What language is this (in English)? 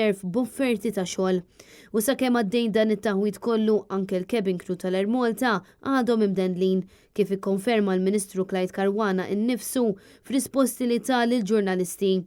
Maltese